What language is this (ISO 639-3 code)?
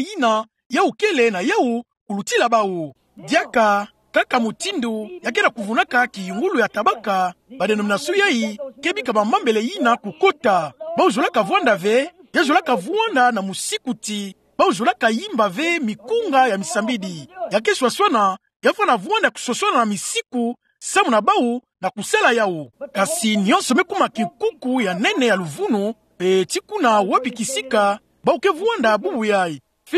ktu